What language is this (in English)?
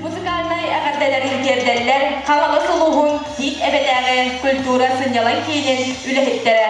Yakut